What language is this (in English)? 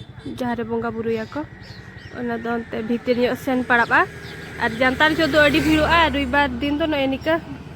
Santali